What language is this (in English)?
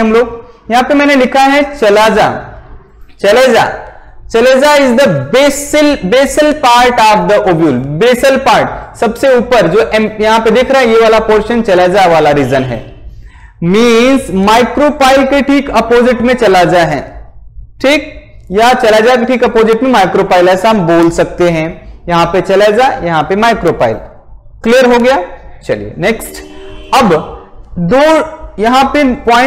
Hindi